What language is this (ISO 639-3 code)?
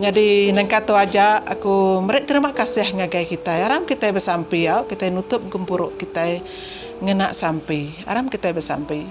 iba